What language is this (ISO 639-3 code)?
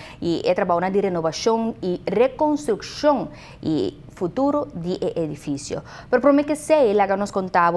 pap